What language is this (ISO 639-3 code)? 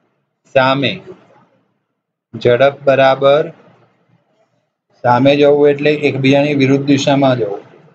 guj